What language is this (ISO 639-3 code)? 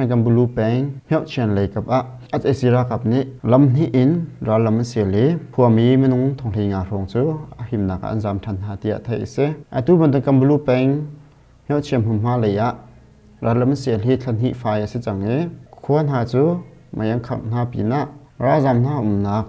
cnh